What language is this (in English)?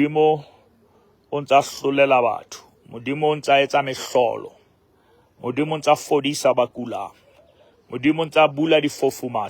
Southern Sotho